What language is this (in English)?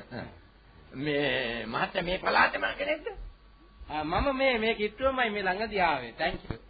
Sinhala